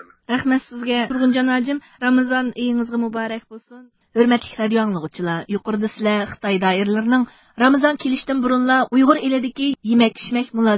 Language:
Uyghur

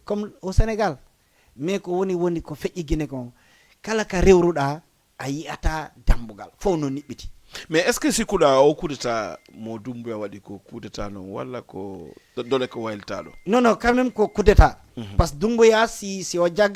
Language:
Fula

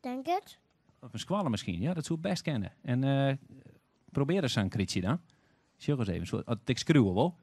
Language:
Western Frisian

